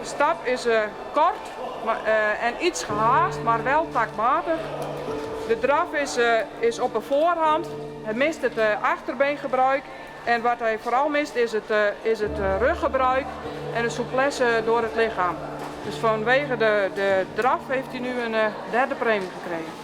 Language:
Western Frisian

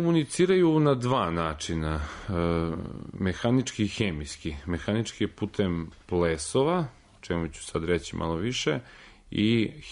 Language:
Serbian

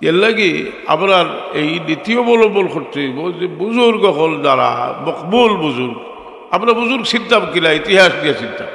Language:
Sylheti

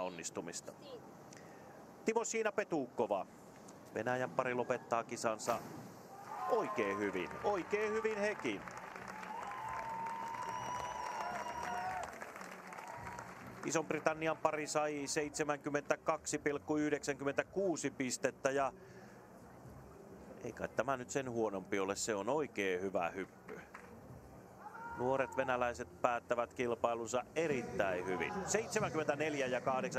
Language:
Finnish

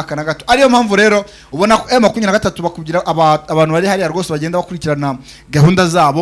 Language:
Kinyarwanda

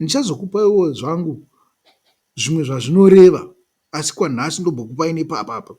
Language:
Shona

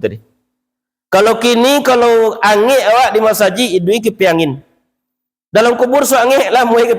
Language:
Minangkabau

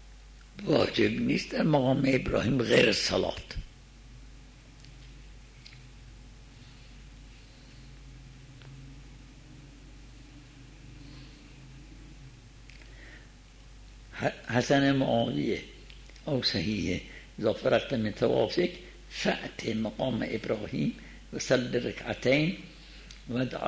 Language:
Persian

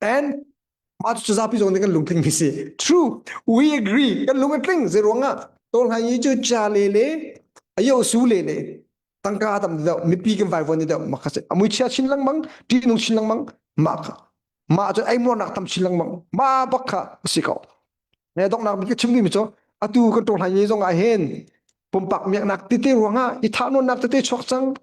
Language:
Hakha Chin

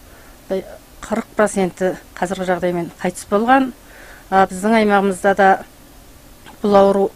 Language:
Kazakh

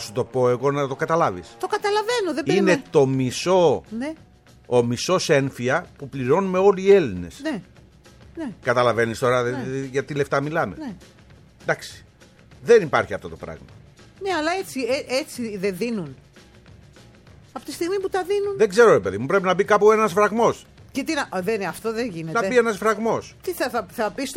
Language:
Greek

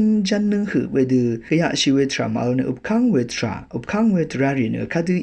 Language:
Rawang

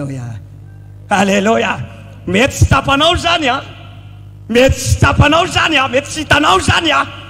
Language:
Malagasy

